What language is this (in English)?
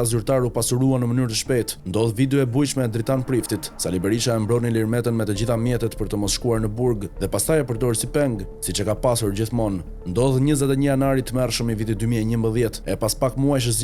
Albanian